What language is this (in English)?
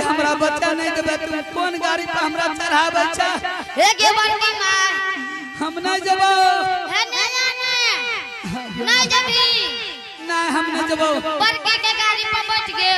Angika